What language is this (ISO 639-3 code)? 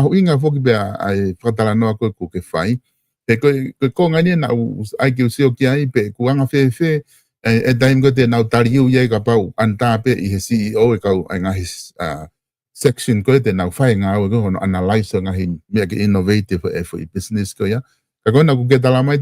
ton